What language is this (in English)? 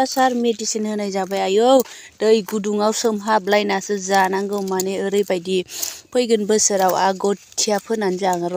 Bodo